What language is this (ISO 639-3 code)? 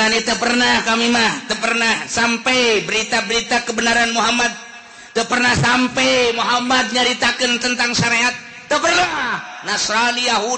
sun